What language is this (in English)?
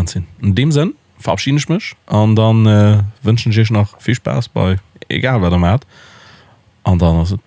Luxembourgish